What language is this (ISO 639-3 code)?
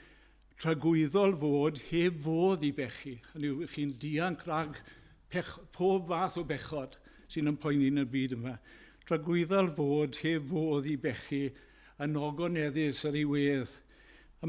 cym